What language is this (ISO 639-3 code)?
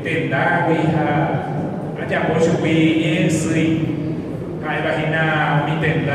grn